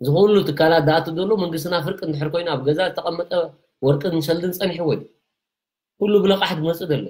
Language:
Tigrinya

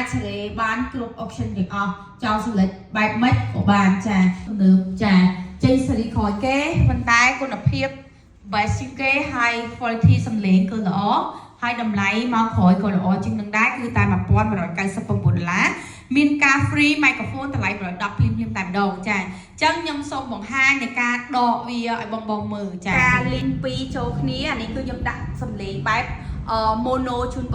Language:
Khmer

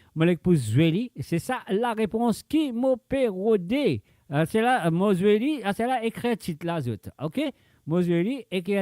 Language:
Morisyen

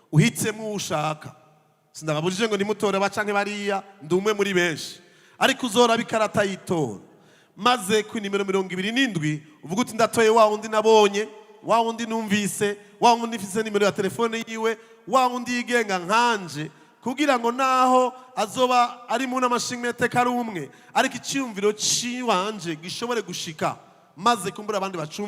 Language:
Rundi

